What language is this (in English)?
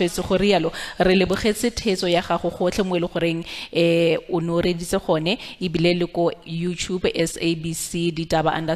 Tswana